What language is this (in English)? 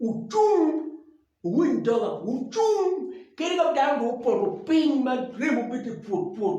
Acoli